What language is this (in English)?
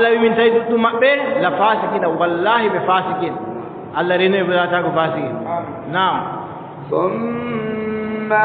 Adamawa Fulfulde